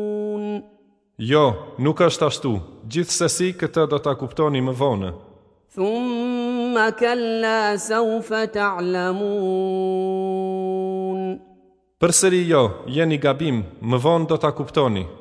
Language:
Albanian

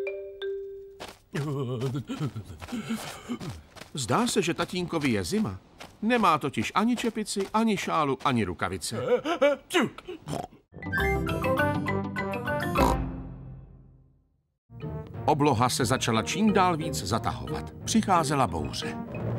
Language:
Czech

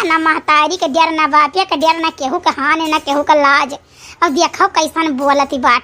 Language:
Awadhi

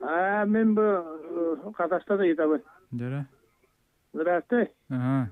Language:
Yakut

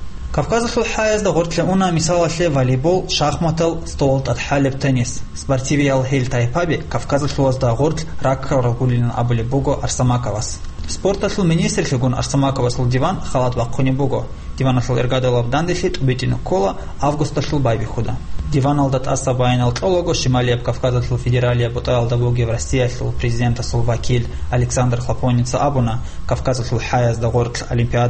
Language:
Avaric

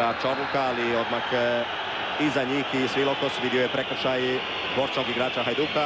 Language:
Croatian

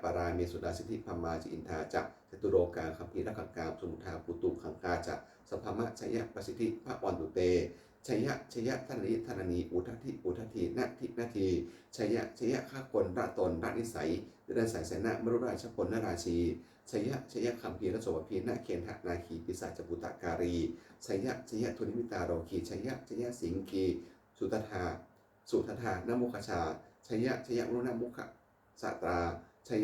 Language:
Pali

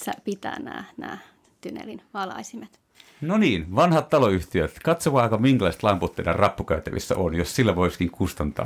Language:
Finnish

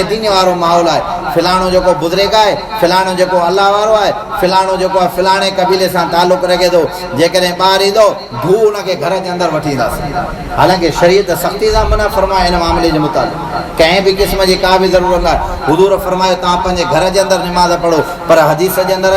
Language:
Sindhi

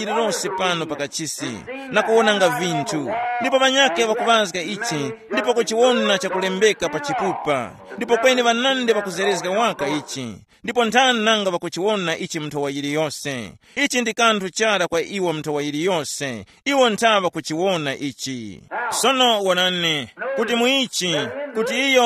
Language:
Tumbuka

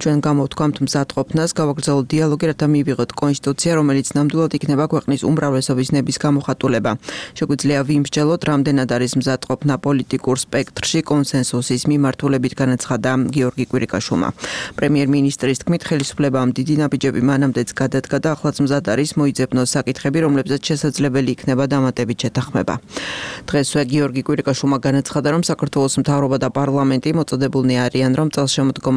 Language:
Georgian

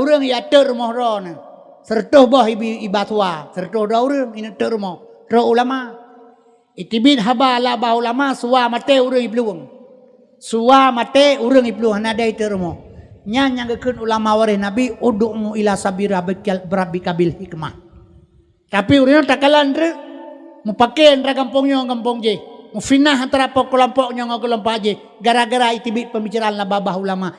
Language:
Achinese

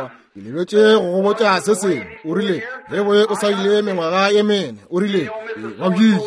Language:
Northern Sotho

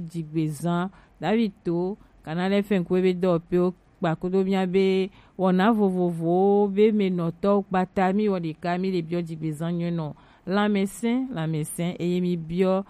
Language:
Gen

